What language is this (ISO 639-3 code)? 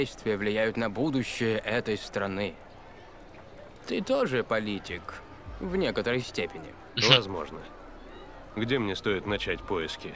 rus